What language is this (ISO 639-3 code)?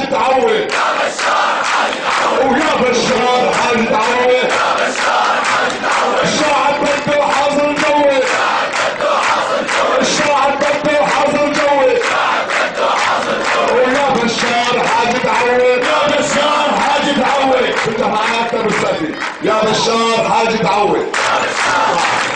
apc